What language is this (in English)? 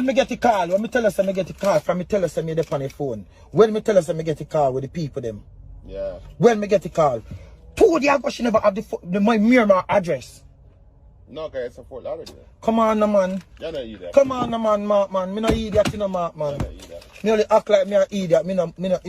Jamaican Creole English